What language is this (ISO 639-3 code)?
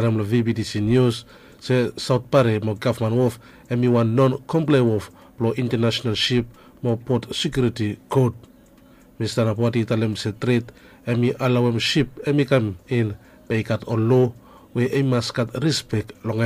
bis